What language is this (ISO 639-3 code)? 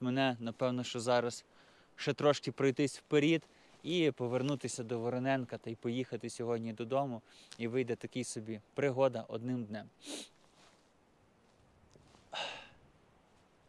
ukr